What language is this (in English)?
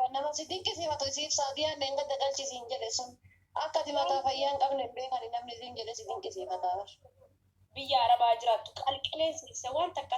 Oromo